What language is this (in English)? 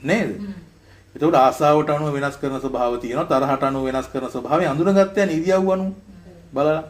Sinhala